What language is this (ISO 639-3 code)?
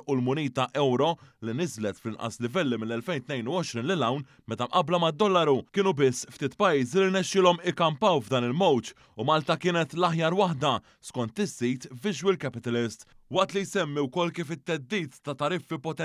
mlt